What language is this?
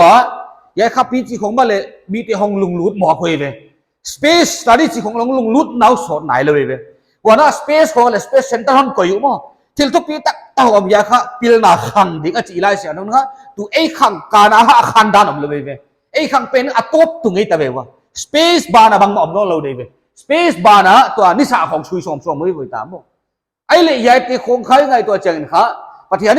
Paite Chin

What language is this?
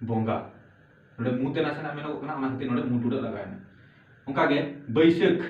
Santali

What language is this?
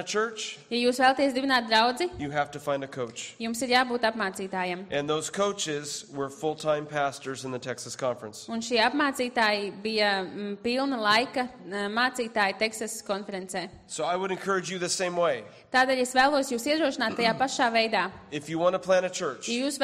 Latvian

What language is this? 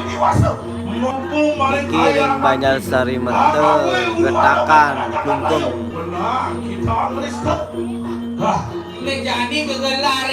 Balinese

